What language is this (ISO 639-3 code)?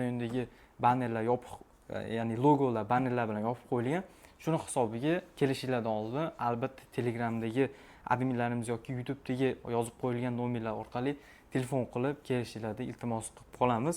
uzb